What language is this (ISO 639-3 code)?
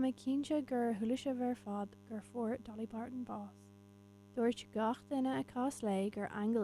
gle